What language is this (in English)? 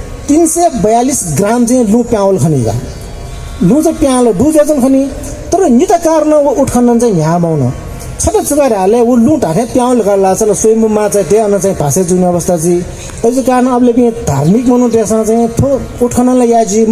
Newari